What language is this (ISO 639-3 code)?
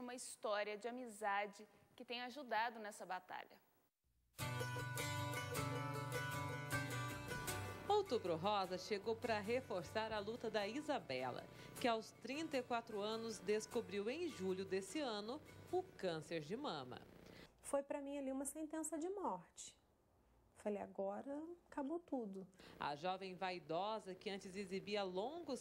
por